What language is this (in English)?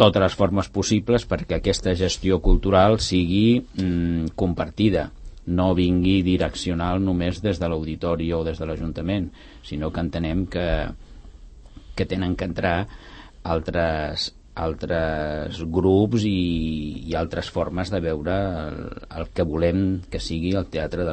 Catalan